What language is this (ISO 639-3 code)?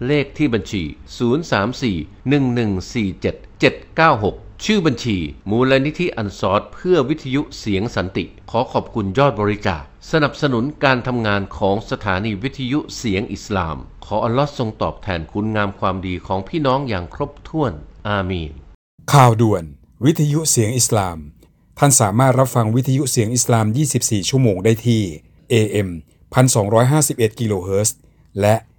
tha